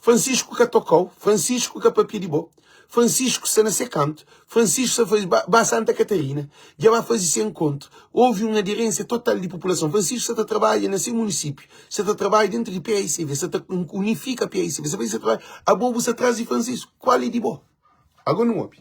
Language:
Kabuverdianu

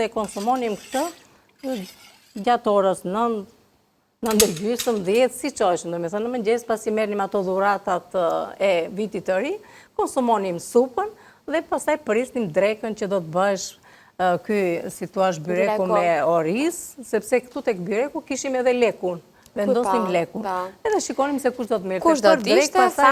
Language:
Albanian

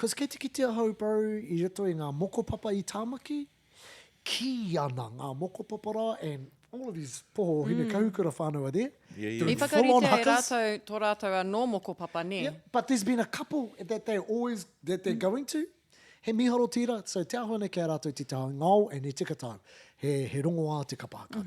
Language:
Māori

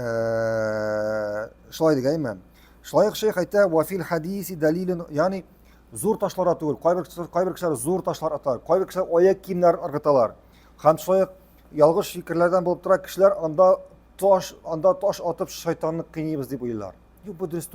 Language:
Tatar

